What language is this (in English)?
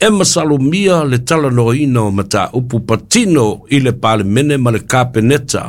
Samoan